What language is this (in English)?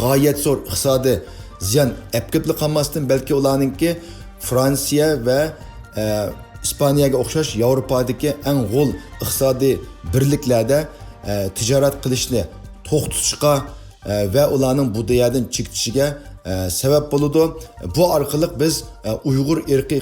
Uyghur